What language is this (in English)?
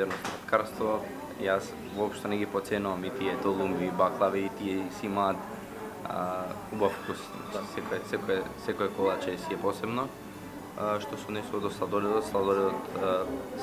Macedonian